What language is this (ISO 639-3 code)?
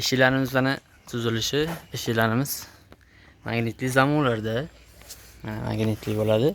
uzb